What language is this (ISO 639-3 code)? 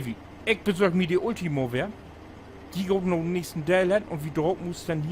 nds